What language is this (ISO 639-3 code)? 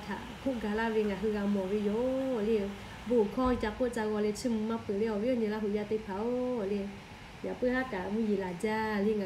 lhu